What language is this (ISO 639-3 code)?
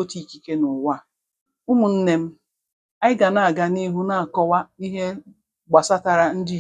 ibo